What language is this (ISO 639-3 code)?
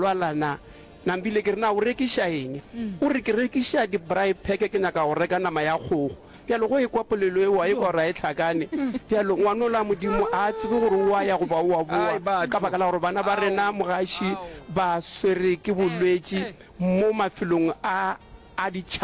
nso